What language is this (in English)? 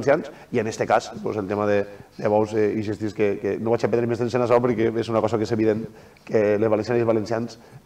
Catalan